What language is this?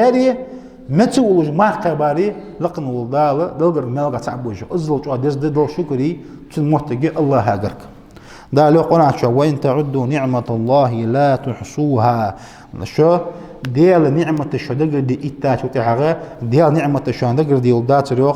Ingush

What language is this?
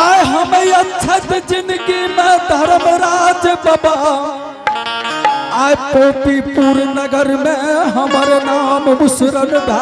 Angika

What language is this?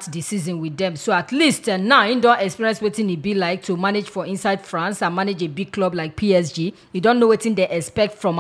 Nigerian Pidgin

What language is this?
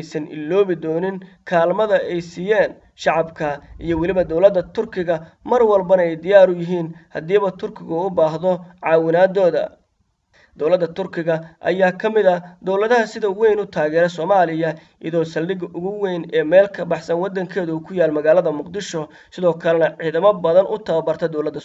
Somali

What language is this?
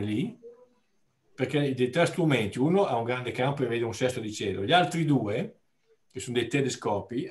Italian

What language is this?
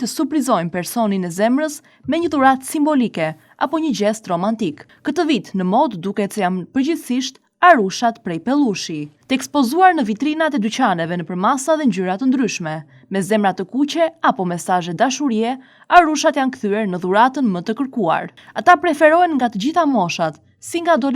Albanian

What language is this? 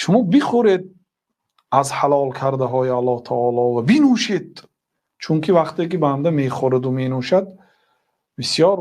Tajik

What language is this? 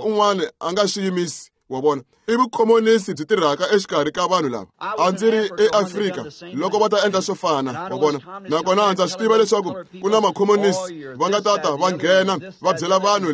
Tsonga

